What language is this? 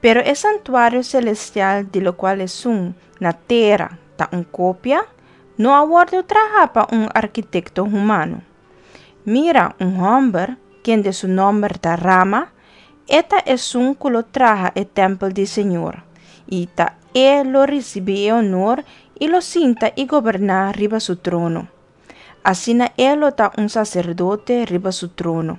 Papiamento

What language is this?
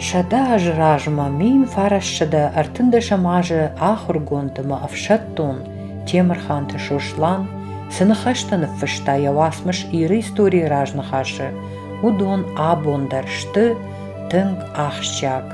Ossetic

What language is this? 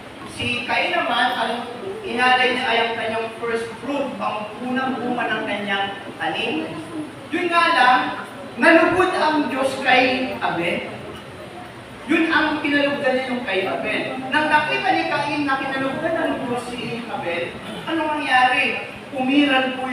Filipino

